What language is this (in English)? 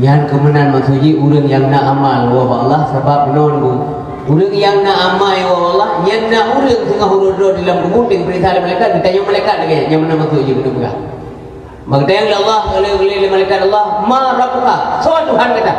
Achinese